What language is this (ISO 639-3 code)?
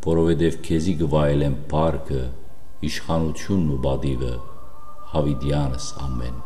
hyw